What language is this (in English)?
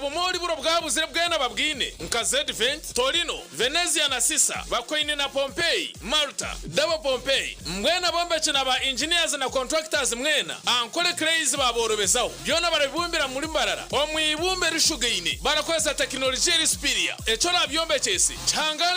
Nyankole